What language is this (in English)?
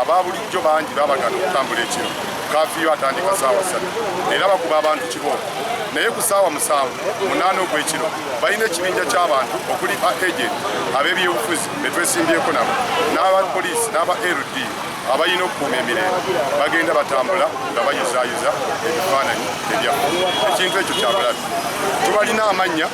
Ganda